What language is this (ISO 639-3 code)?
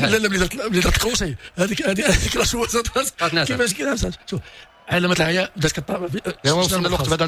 ary